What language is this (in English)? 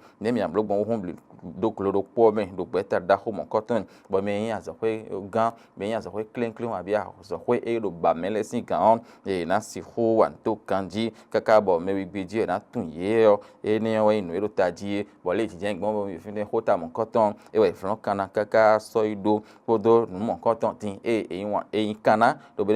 Fon